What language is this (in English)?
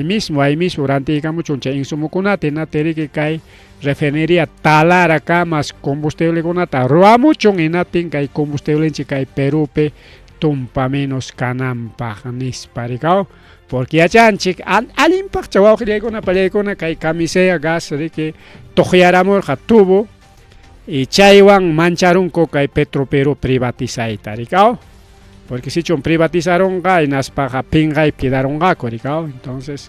Ayacucho Quechua